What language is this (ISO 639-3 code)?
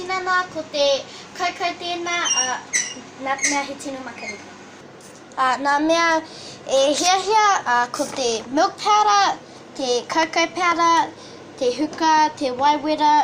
mri